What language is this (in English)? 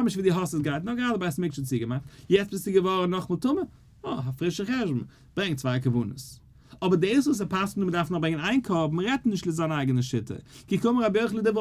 Yiddish